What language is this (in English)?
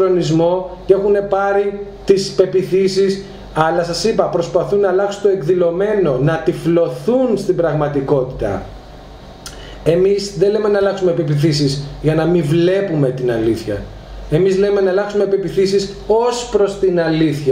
Greek